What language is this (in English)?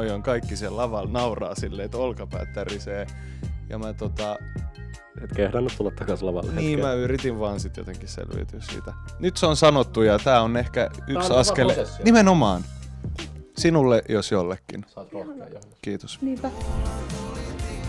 Finnish